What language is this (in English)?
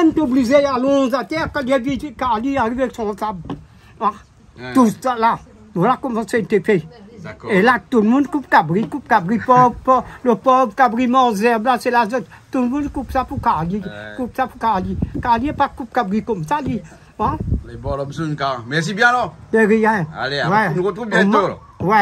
Réunion Creole French